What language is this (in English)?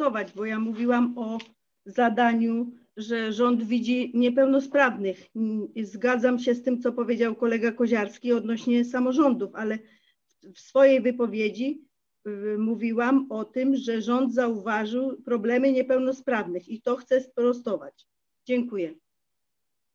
Polish